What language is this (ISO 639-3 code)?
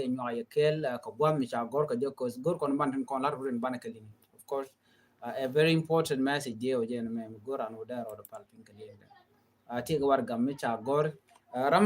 nus